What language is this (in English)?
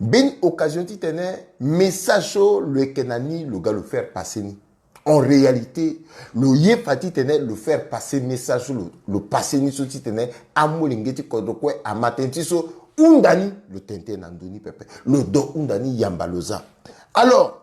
Sango